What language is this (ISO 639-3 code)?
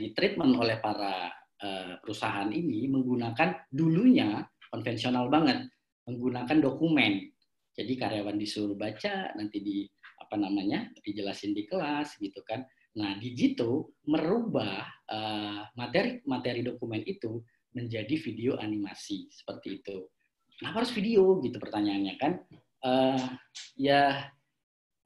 ind